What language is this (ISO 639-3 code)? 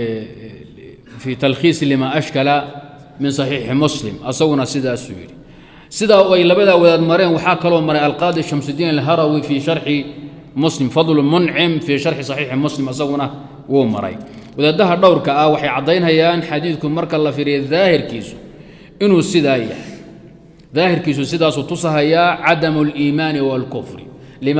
som